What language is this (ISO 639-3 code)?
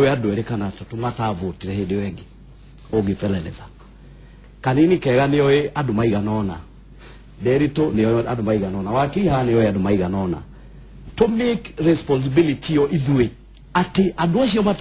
kik